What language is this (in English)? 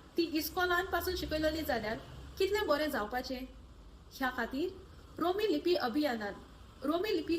Konkani